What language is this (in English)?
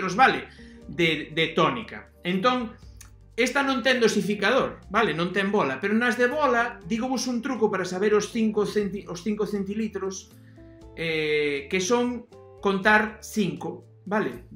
Galician